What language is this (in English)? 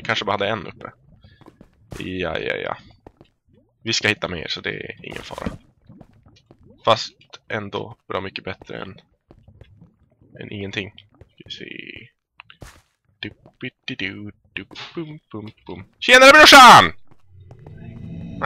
Swedish